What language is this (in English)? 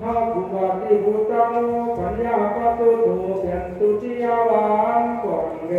Pali